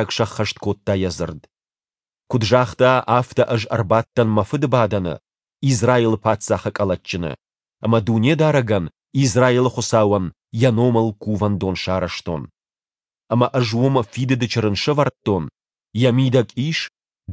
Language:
Ossetic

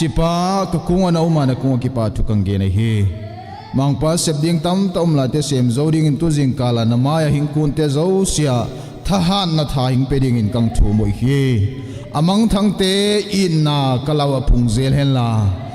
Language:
Tedim Chin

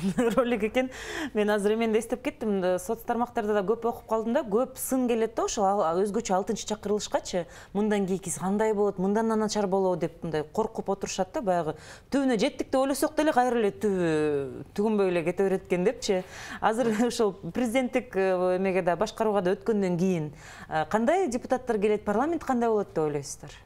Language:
Kyrgyz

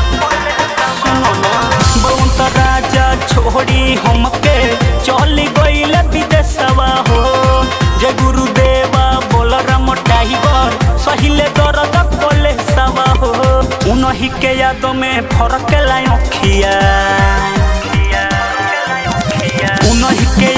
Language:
Bhojpuri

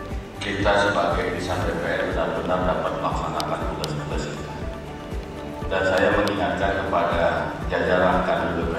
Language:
Indonesian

